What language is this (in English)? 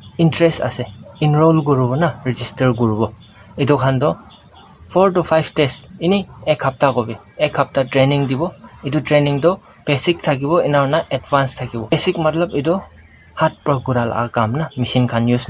Naga Pidgin